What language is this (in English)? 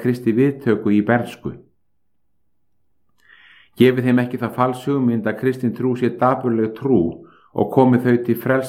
Icelandic